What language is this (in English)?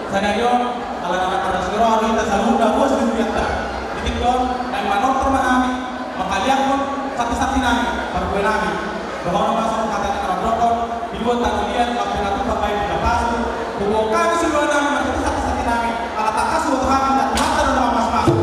Batak Toba